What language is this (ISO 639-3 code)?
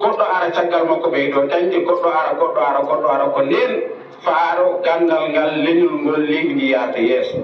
ful